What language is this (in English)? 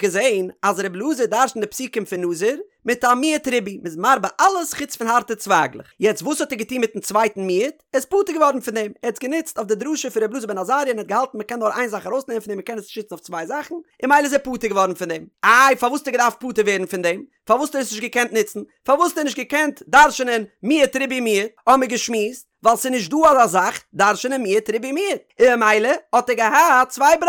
Yiddish